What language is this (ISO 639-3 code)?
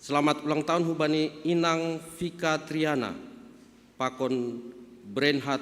bts